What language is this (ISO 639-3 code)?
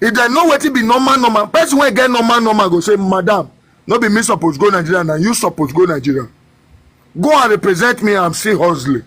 pcm